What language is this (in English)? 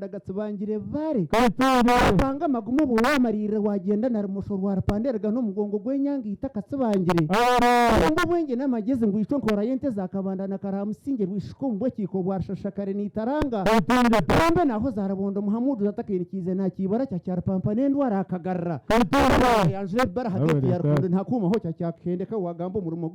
Nyankole